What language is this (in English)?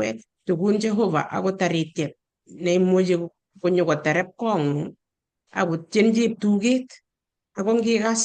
Kalenjin